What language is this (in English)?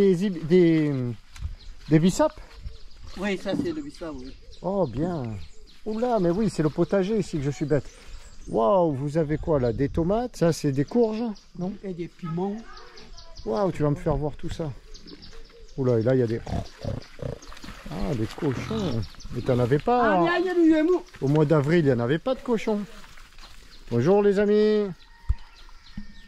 French